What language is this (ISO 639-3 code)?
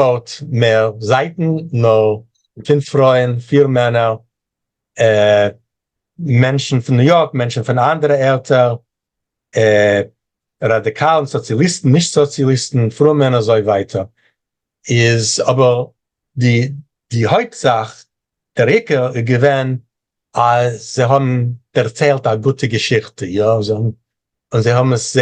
yid